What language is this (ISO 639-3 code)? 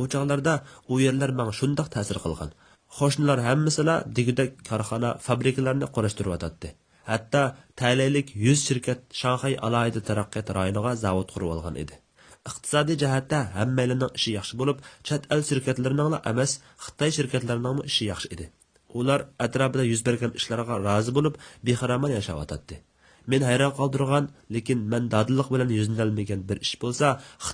uig